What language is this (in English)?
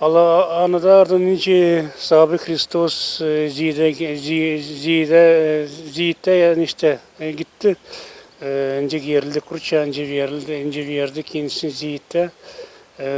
Gagauz